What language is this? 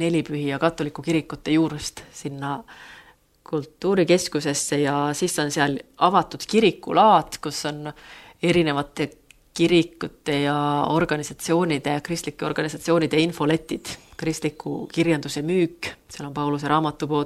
Estonian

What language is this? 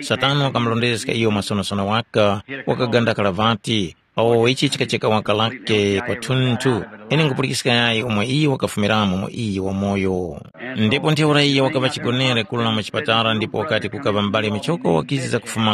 Tumbuka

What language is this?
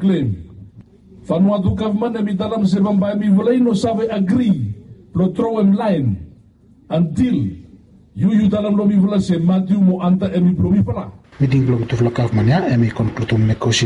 Bislama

